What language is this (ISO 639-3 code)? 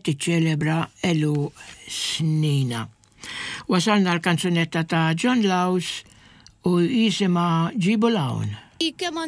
mlt